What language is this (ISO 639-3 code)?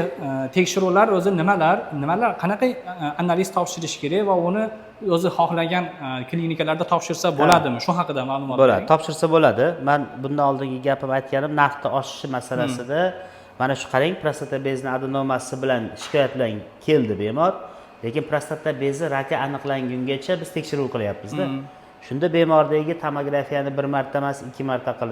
uzb